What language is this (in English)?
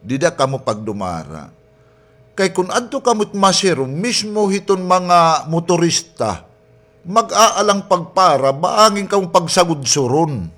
Waray